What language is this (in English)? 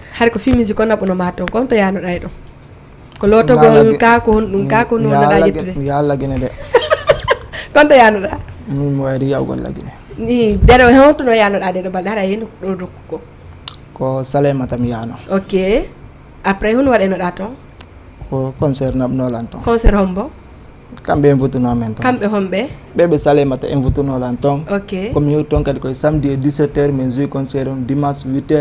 Fula